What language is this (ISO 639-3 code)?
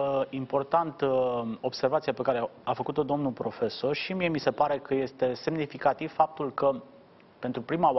ron